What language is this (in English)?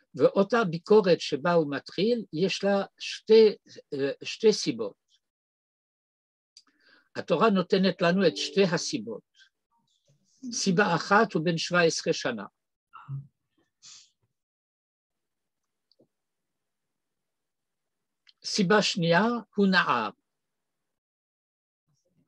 Hebrew